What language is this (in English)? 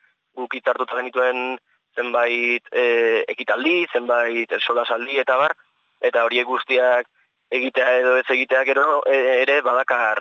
Basque